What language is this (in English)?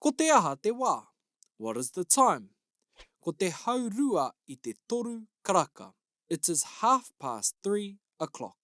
Māori